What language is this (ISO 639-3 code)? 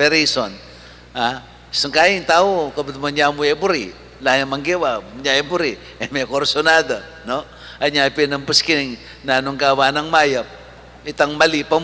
pam